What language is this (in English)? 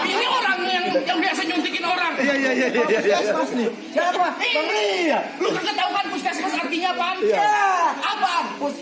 Betawi